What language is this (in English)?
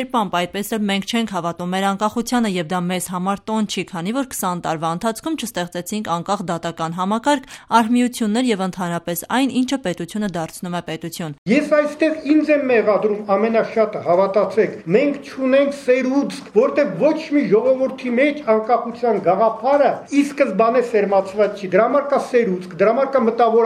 Armenian